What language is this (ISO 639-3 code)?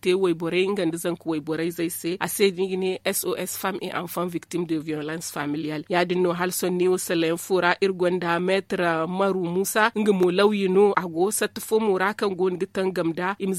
dje